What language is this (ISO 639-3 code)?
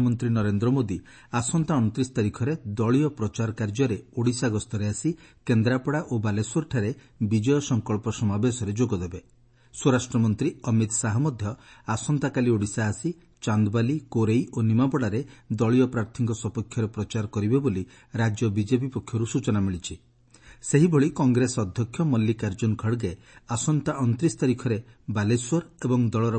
ori